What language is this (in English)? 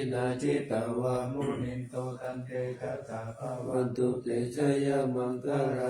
Pali